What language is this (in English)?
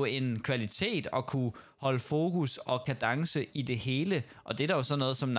Danish